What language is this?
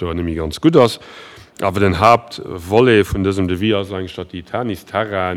Luxembourgish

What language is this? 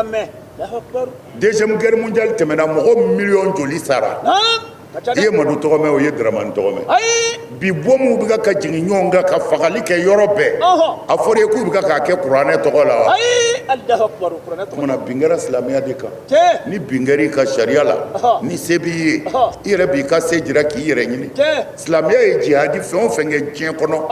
Bambara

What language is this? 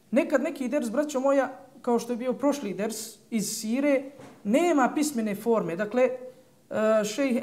Bosnian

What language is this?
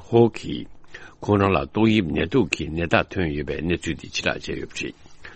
Tibetan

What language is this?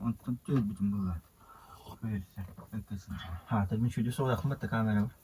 Yakut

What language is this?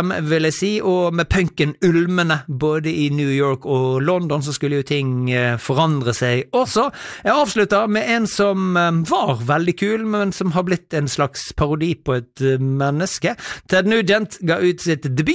Norwegian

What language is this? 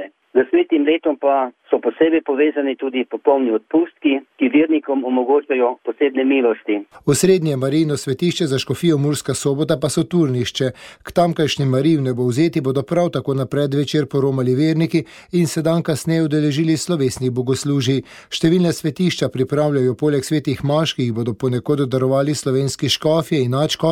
Slovenian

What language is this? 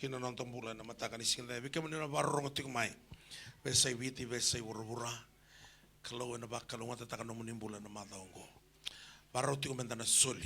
Fijian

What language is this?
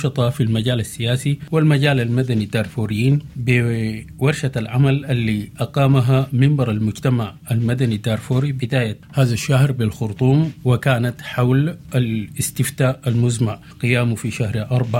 Sudanese Arabic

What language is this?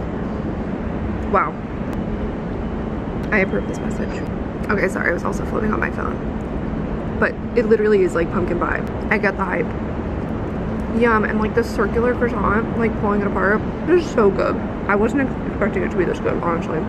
English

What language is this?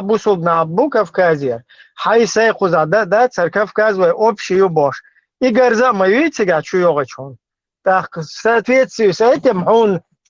Chechen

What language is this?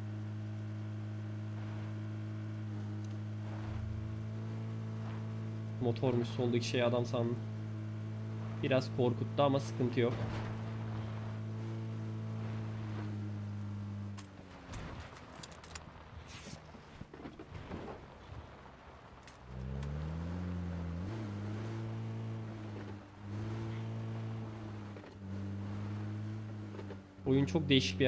Turkish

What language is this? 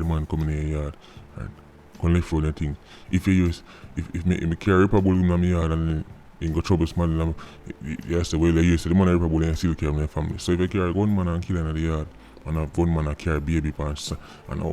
Jamaican Creole English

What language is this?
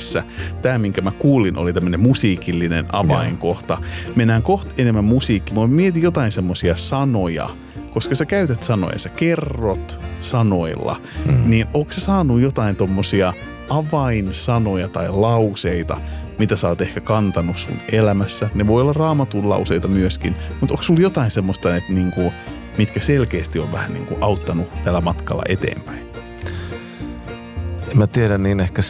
Finnish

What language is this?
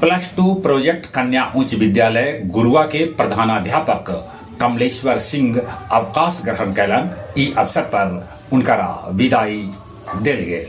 Magahi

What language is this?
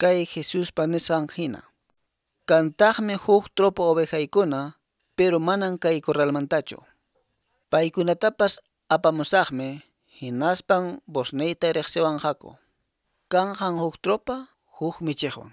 Quechua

